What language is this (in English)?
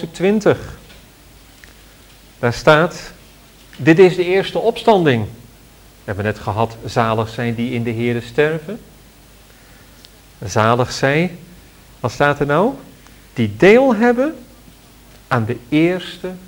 Dutch